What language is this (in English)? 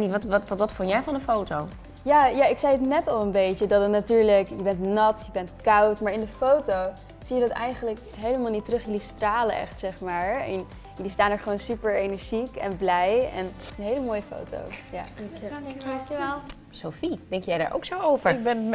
Dutch